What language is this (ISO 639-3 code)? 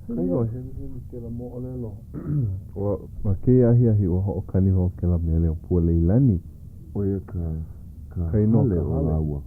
haw